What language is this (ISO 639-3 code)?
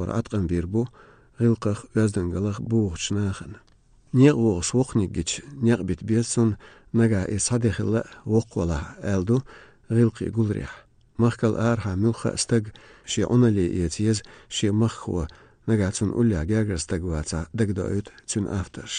lit